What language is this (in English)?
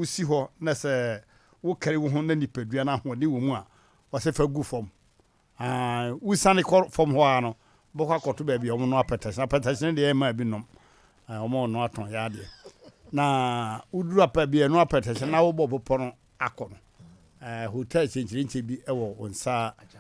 Akan